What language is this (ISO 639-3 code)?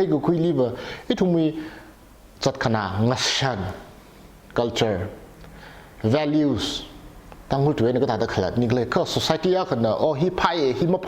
nmf